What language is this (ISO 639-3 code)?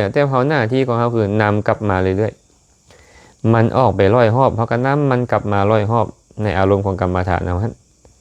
lao